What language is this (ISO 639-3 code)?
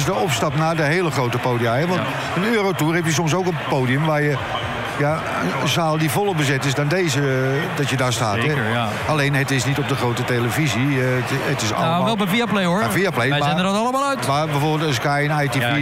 nld